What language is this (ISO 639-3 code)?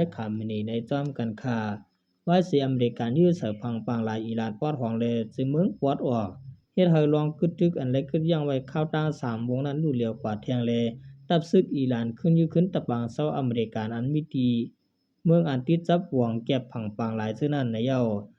shn